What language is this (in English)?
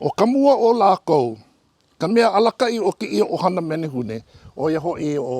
Hawaiian